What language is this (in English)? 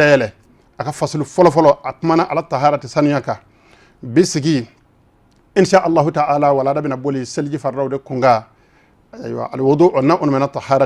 Bambara